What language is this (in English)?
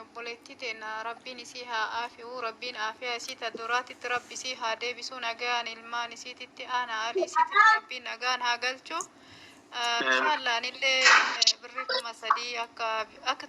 Oromo